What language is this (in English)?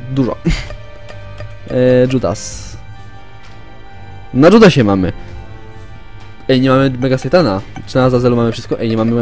Polish